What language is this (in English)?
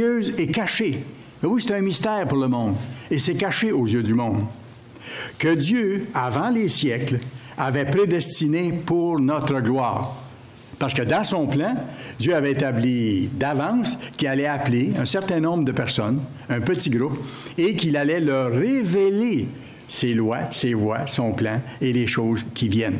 French